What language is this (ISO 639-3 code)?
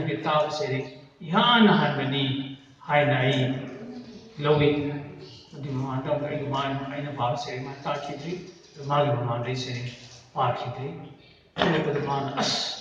mni